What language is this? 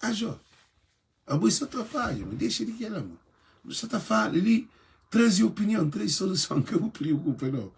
Kabuverdianu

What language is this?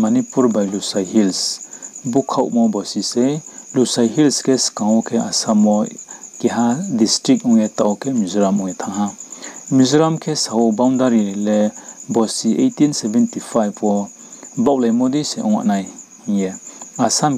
Riang (India)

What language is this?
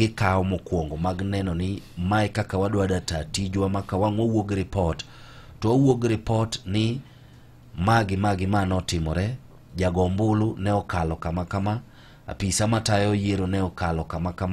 Luo (Kenya and Tanzania)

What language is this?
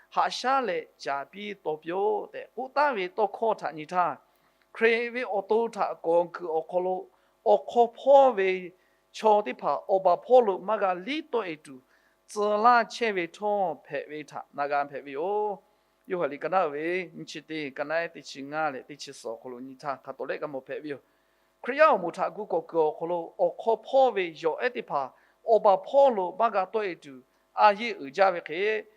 Lahu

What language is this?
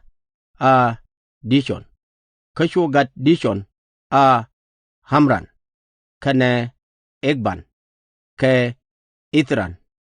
Nuer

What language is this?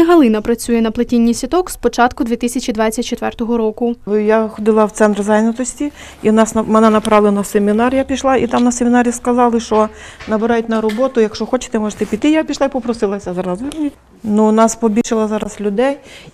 Ukrainian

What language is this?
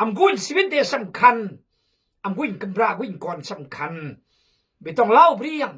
Khmu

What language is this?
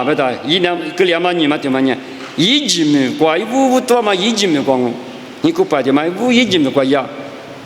Lisu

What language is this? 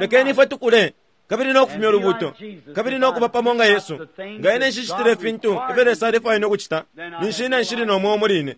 Bemba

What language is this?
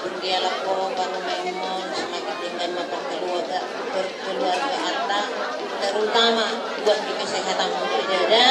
Batak Toba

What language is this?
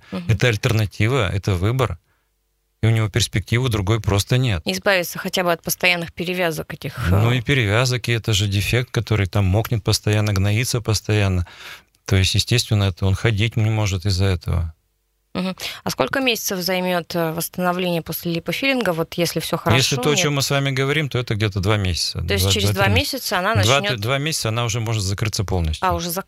Russian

